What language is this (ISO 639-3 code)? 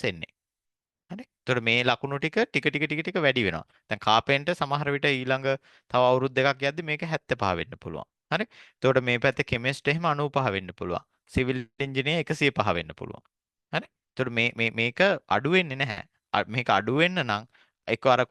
sin